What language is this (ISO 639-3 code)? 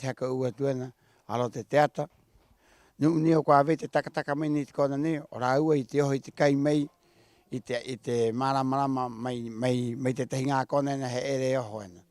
rap